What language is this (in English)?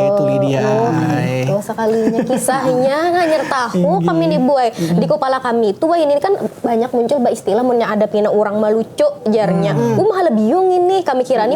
Banjar